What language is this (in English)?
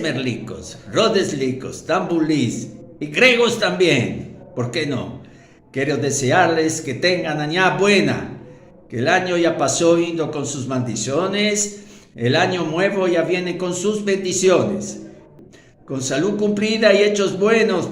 Ladino